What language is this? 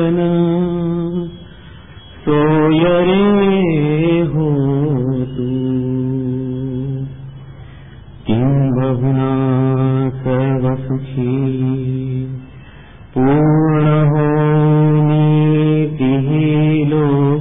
Marathi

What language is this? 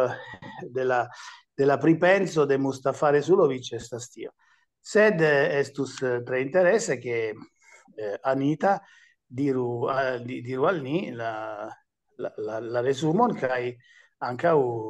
Esperanto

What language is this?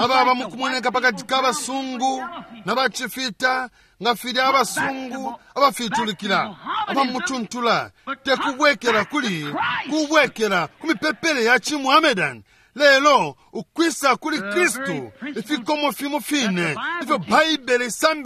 Bemba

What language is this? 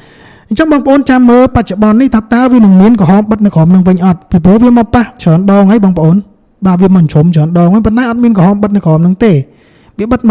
Khmer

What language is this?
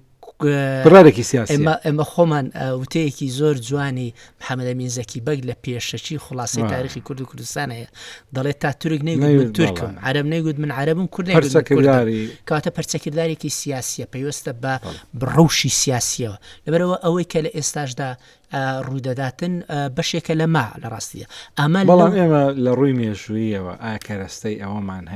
Central Kurdish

